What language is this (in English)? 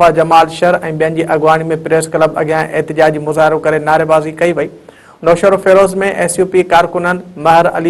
Sindhi